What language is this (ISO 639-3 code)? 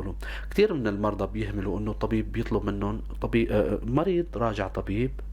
apc